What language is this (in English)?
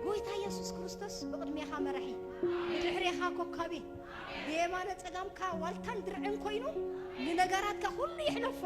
Tigrinya